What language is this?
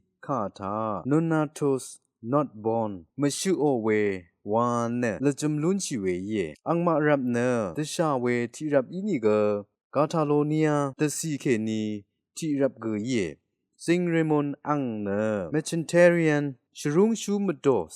Rawang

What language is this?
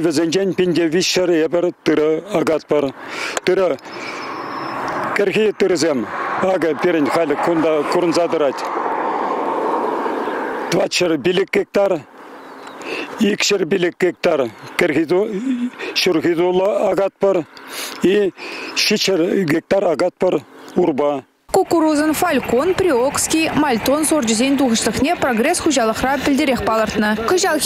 Chuvash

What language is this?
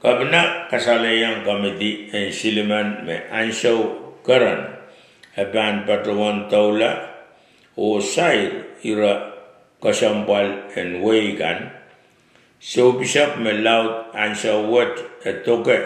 Pohnpeian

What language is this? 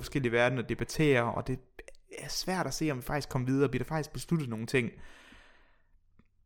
Danish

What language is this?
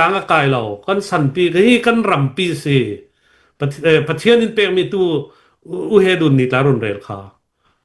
Falam Chin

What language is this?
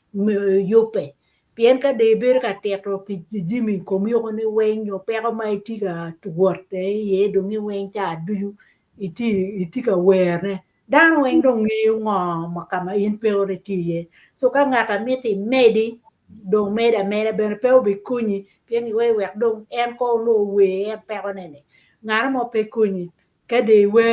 Acoli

